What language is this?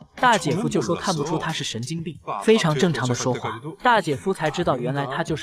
Chinese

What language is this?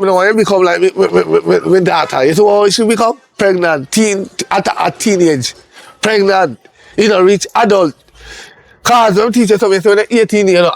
Jamaican Creole English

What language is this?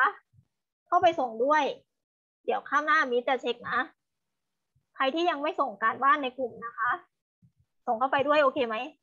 Thai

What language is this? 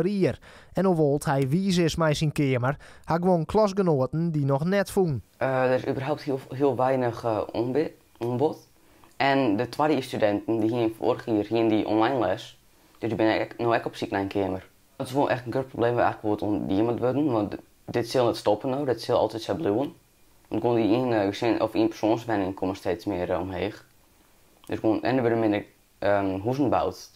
Western Frisian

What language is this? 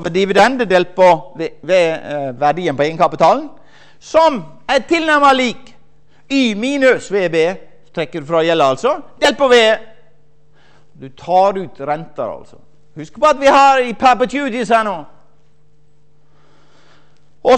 Norwegian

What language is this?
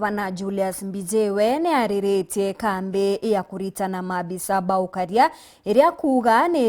Meru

